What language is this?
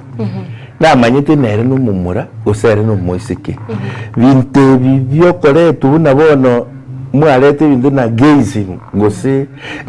Gusii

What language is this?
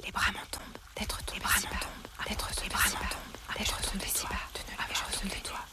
French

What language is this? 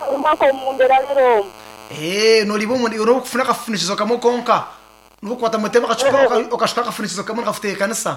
Nyankole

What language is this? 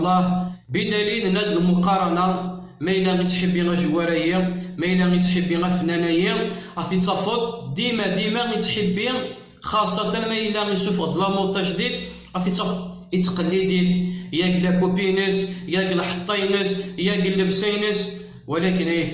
Kabyle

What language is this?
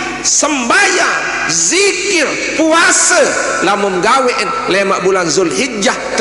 Sasak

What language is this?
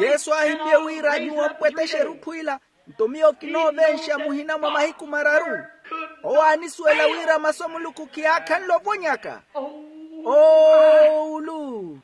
Makhuwa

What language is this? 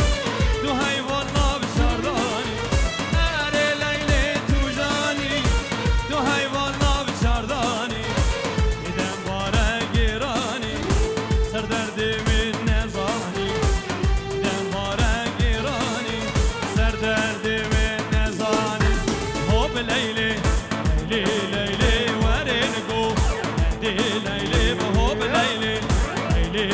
Kurdish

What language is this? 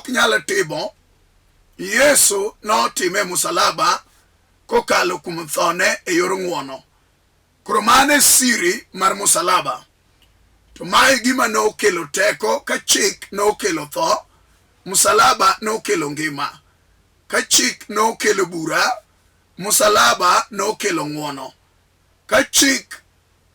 Luo (Kenya and Tanzania)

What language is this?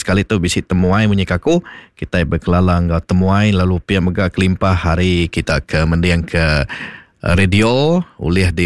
Iban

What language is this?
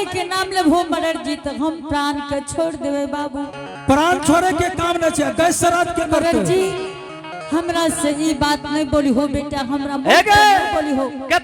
Angika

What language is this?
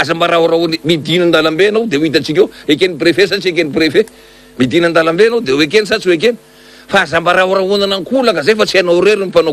Malagasy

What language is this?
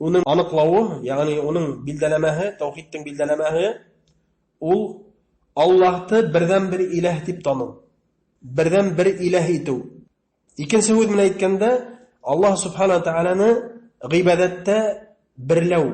Bashkir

